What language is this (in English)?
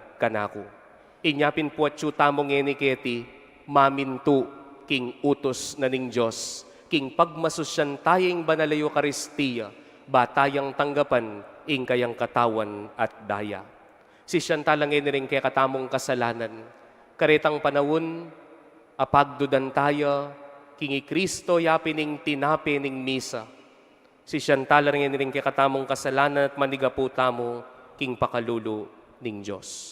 Pampanga